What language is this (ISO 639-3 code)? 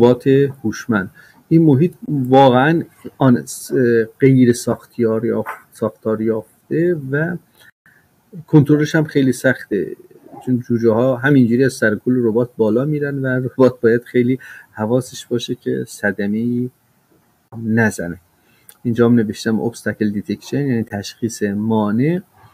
fas